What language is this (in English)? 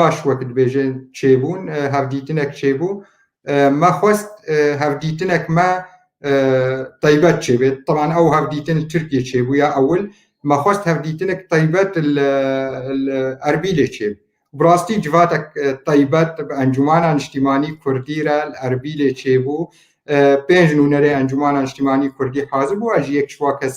Kurdish